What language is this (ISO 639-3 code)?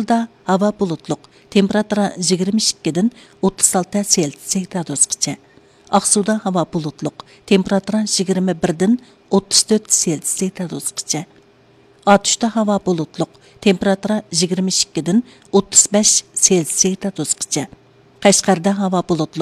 uig